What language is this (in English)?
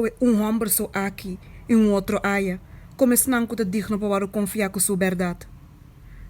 Papiamento